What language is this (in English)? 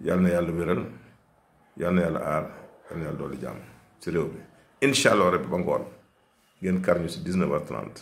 Wolof